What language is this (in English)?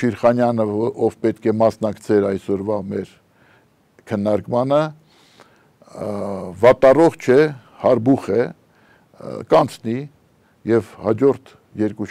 Armenian